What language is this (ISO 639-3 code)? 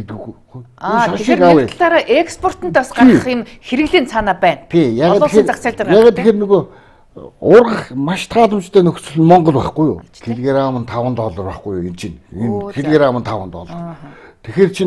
mon